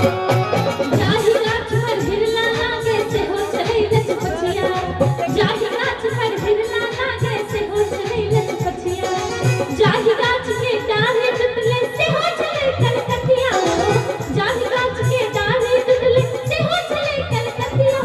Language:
Maithili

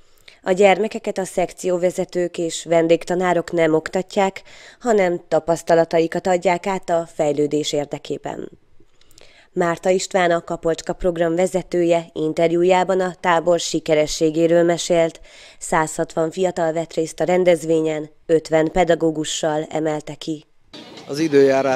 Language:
Hungarian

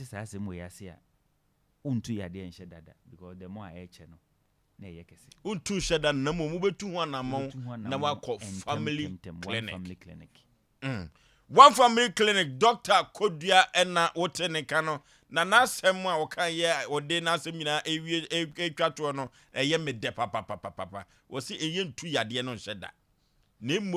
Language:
Akan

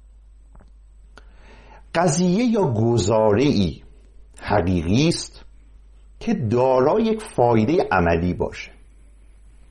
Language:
Persian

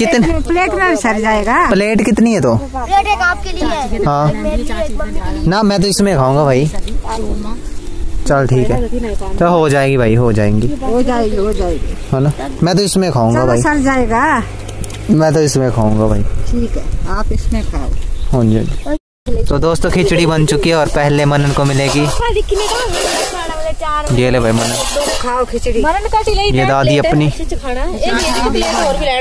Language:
Hindi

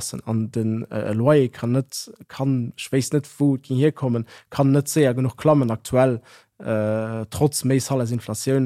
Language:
Luxembourgish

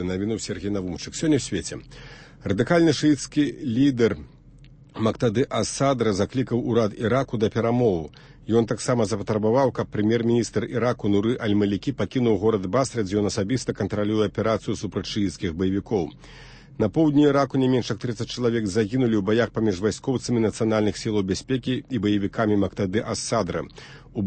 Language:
Belarusian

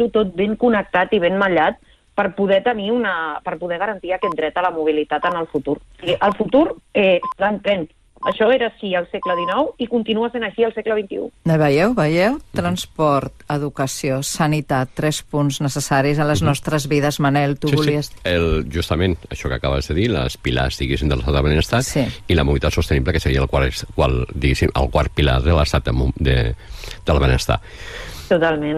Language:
Catalan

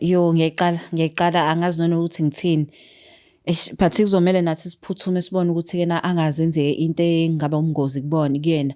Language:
Zulu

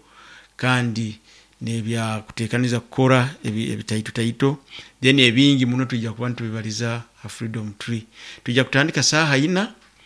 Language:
Nyoro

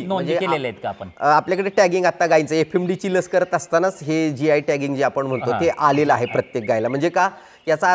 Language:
Marathi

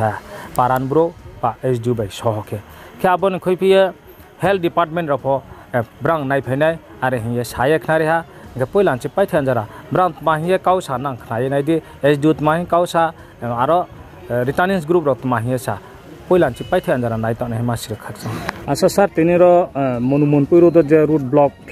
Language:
Riang (India)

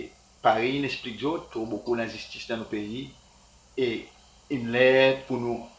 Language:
Seselwa Creole French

